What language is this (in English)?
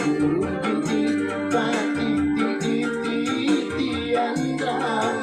Banjar